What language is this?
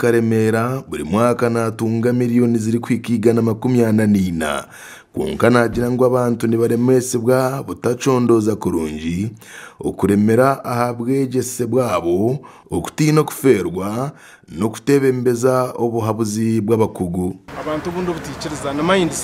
Nyankole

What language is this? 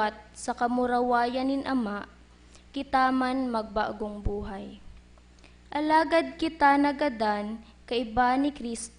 Bikol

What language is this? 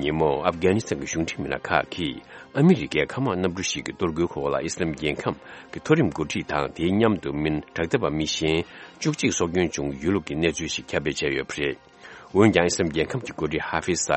Tibetan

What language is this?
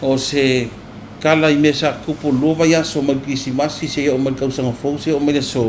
Samoan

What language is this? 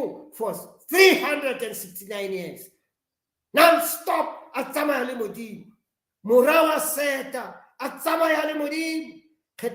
Southern Sotho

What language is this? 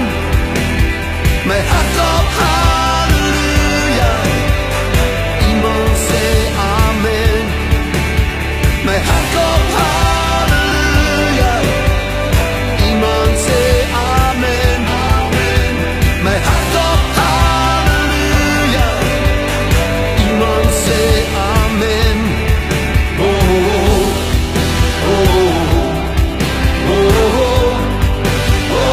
Afrikaans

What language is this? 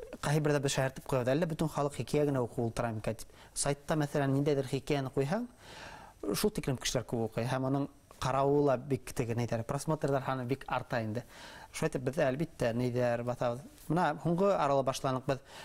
Bashkir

